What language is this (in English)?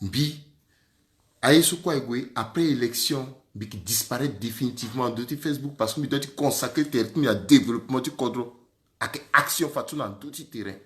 Sango